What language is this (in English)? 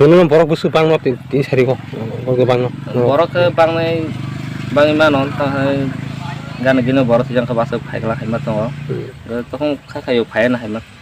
Kok Borok